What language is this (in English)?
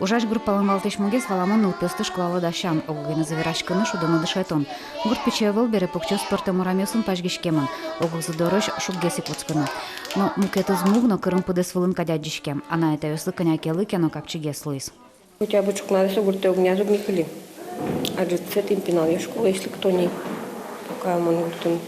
Udmurt